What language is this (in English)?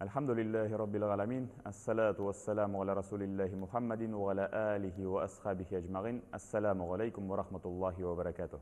Tatar